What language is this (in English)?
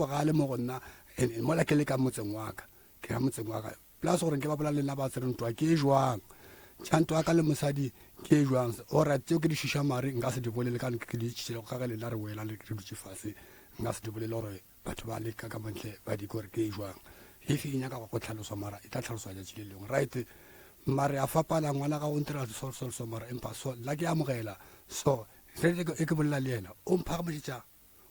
Northern Sotho